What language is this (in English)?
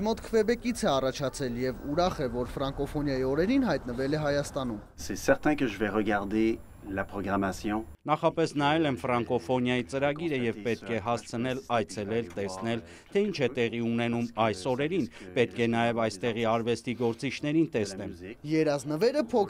Armenian